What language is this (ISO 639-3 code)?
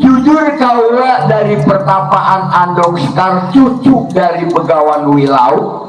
bew